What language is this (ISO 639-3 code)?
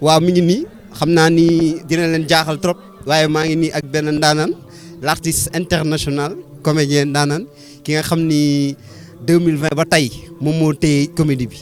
wol